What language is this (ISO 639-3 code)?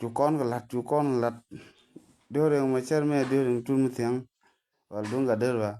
nus